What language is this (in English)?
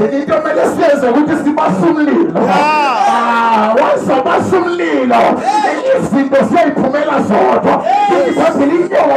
North Ndebele